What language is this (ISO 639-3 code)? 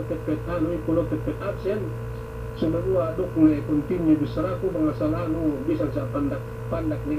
yka